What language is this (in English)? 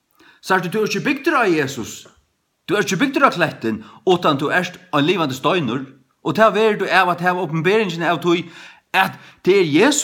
Faroese